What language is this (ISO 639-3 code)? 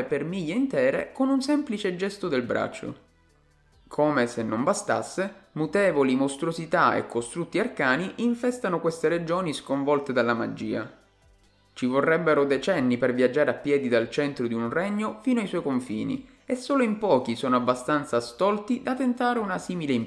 ita